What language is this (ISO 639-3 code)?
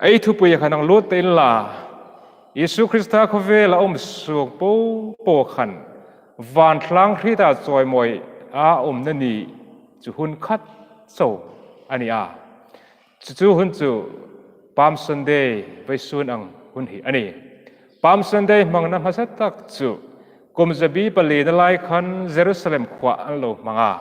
hmr